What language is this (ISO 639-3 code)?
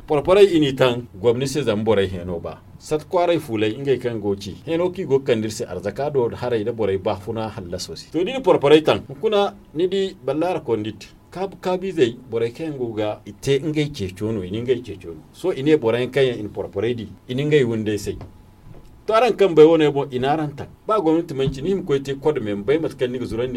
dje